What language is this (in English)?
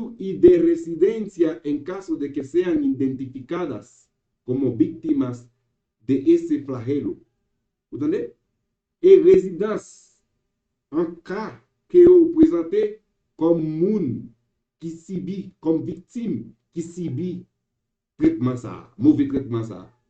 Haitian Creole